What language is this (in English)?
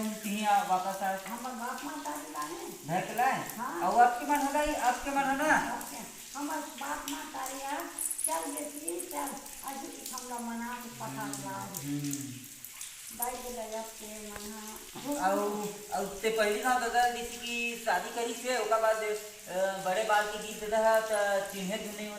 Chhattisgarhi